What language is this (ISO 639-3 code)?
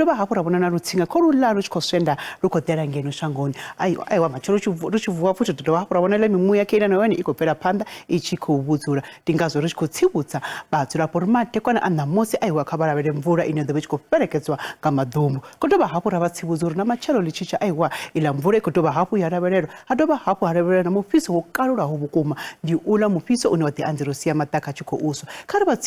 ven